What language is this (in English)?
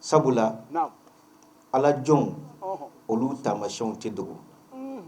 Bambara